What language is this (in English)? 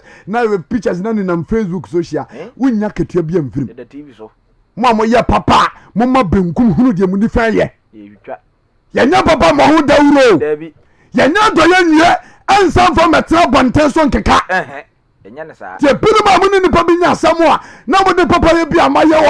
Akan